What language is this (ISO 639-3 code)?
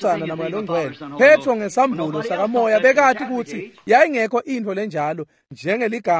ssw